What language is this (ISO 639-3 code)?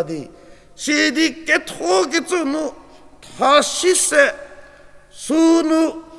njm